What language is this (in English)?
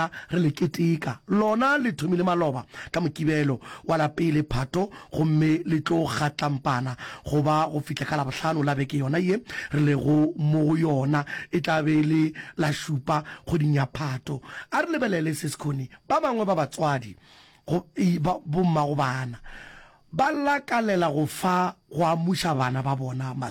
Northern Sotho